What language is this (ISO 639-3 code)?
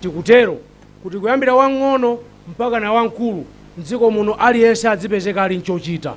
nya